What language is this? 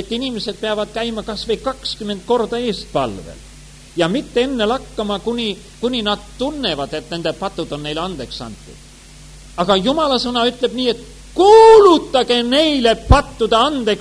Estonian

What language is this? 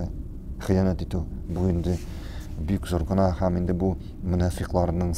Tatar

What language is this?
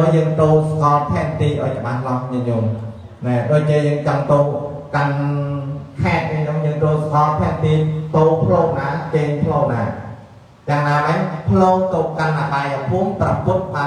Khmer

